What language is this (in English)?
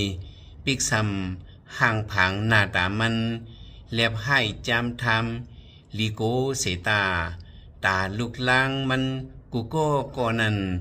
Shan